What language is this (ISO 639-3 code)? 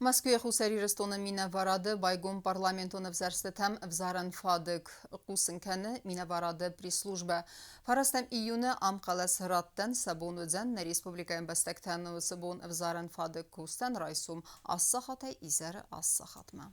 oss